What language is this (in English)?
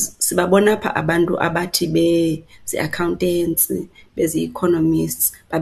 Xhosa